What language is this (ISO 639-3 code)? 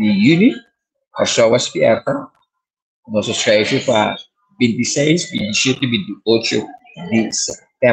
pap